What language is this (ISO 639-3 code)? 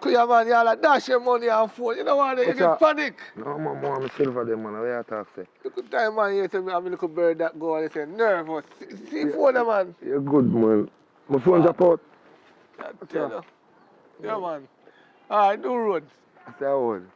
jam